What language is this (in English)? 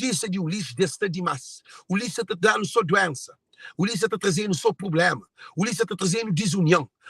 Kabuverdianu